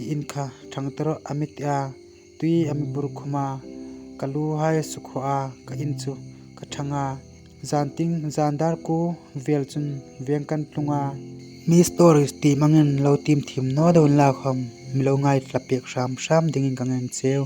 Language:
Hmar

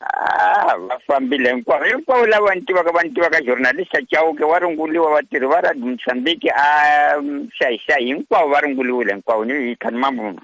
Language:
Tsonga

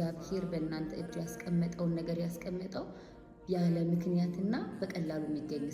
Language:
Amharic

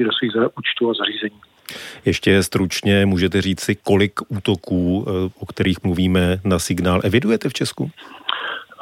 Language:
Czech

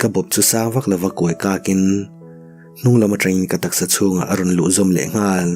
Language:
Mizo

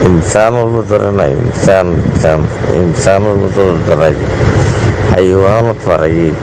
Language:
Rohingya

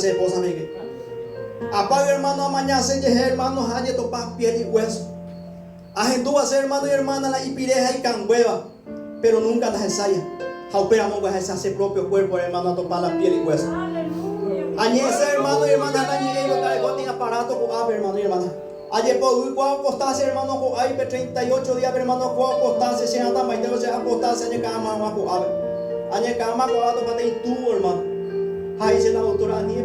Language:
Guarani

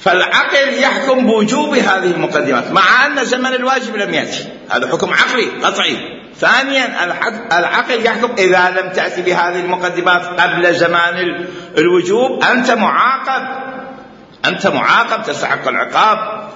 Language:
Mesopotamian Arabic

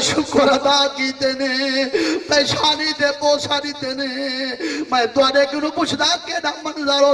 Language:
Saraiki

